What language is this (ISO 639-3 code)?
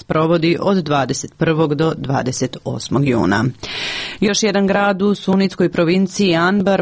srp